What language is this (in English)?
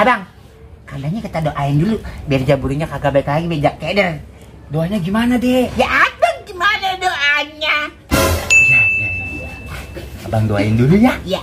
Betawi